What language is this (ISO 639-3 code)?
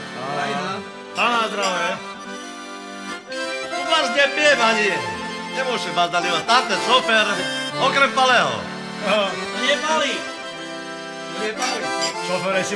slk